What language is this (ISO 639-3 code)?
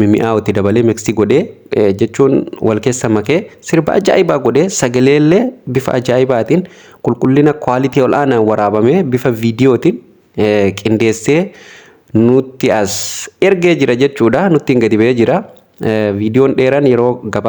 orm